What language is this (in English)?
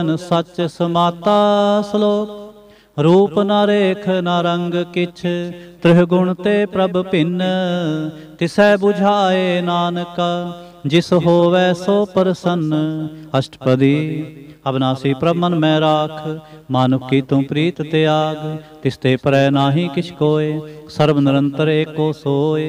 Punjabi